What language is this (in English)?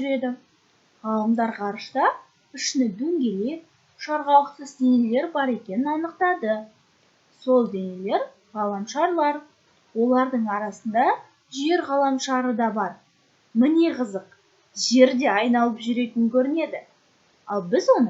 Kazakh